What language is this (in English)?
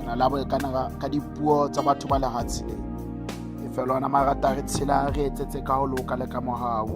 Tswana